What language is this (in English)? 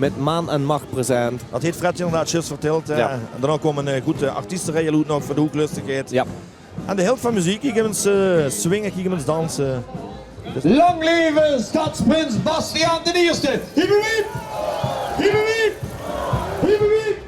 Limburgish